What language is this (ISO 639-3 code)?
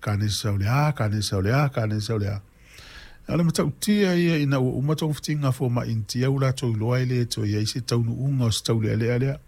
smo